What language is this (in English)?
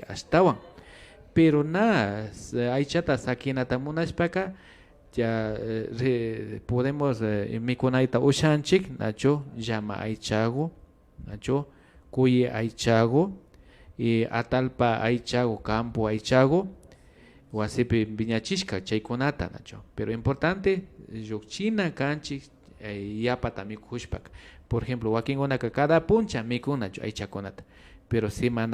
Imbabura Highland Quichua